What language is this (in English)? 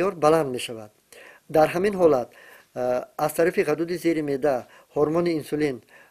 Tajik